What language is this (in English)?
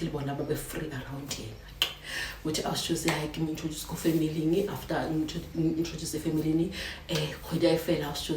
Zulu